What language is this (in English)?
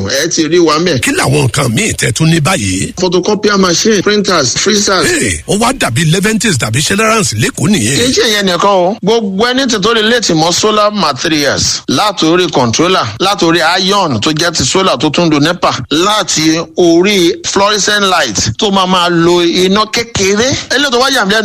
Yoruba